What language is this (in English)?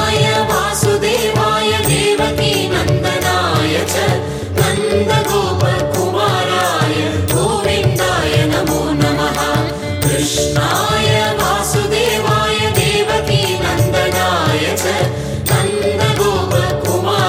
Kannada